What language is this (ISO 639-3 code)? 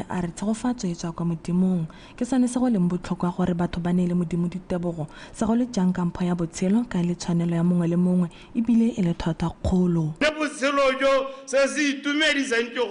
tsn